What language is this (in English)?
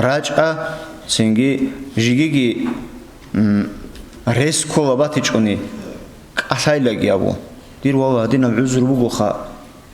Avaric